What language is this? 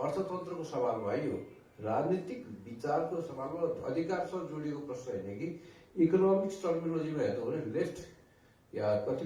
Nepali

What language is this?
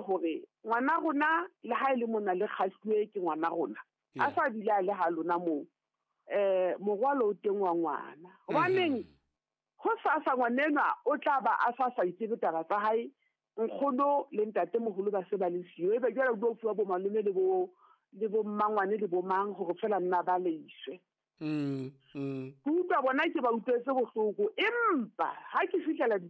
Southern Sotho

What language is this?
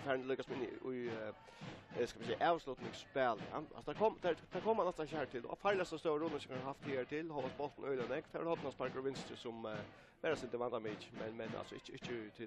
Faroese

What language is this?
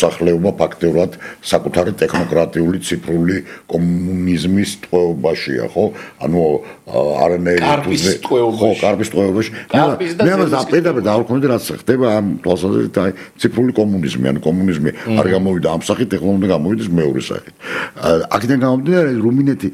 Georgian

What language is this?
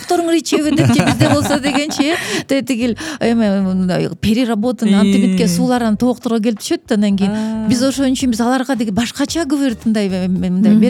Kyrgyz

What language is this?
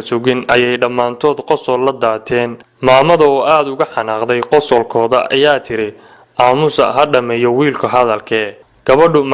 Somali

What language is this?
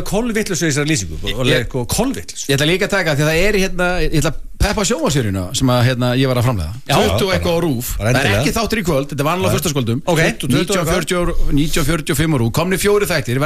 Icelandic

